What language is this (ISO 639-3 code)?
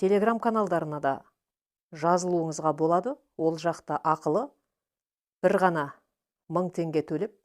kaz